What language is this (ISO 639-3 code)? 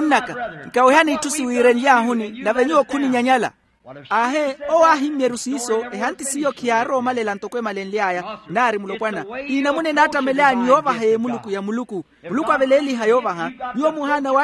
vmw